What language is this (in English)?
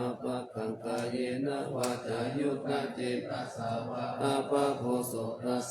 Pali